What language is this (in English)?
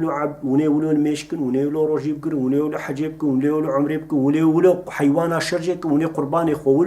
Kurdish